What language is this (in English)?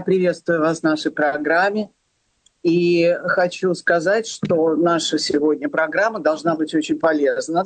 Russian